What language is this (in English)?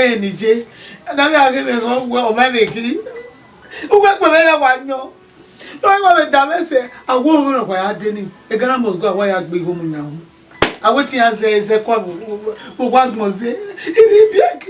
Bini